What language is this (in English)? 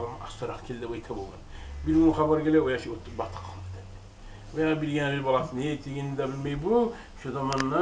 Kumyk